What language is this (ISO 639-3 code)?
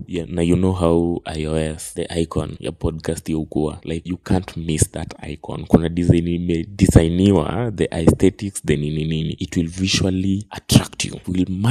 swa